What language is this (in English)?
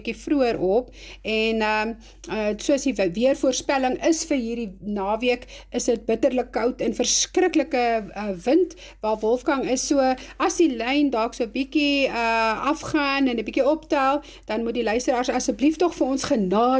Afrikaans